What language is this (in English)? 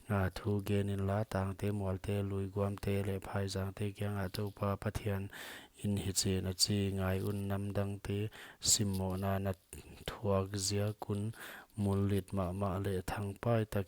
Paite Chin